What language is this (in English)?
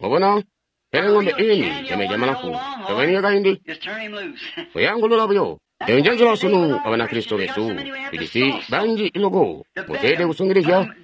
Tonga (Zambia)